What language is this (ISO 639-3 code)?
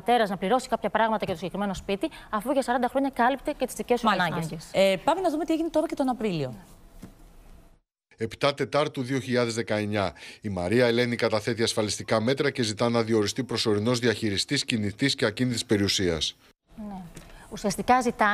ell